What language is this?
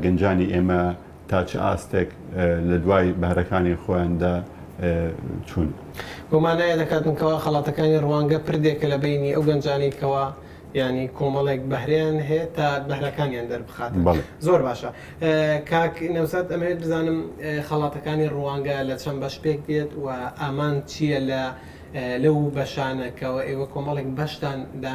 Central Kurdish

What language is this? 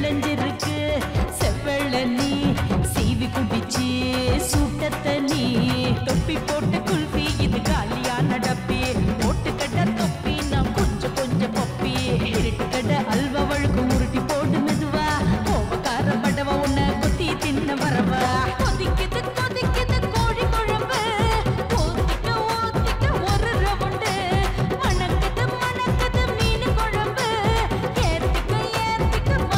Tamil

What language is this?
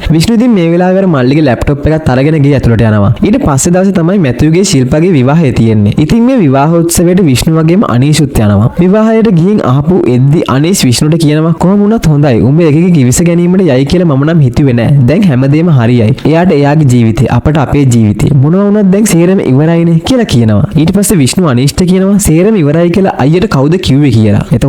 Sinhala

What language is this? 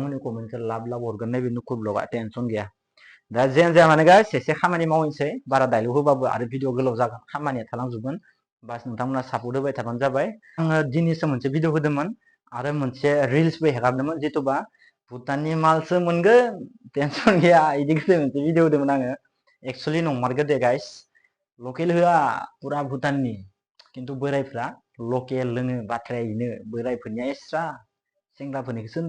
Bodo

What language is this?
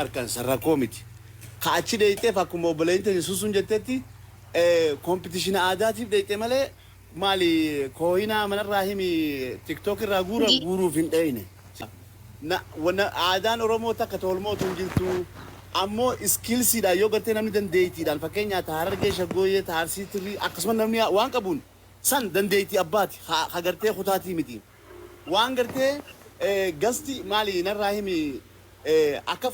Oromo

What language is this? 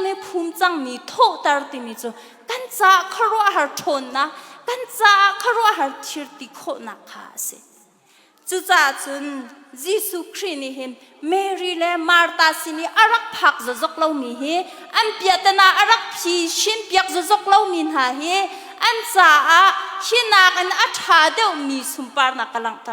Hakha Chin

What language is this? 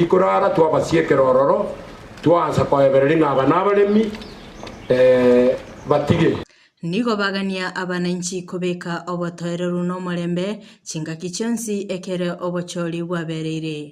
Gusii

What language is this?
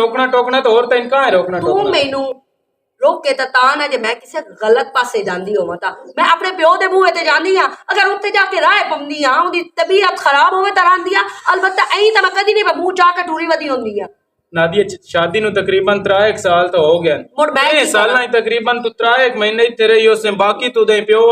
Western Panjabi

